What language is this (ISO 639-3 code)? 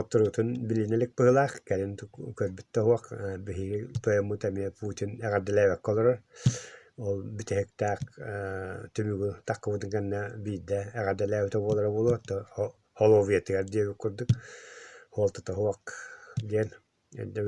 sah